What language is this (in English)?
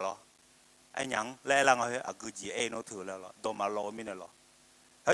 Akha